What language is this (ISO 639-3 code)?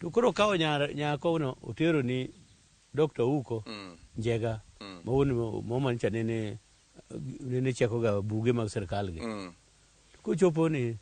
luo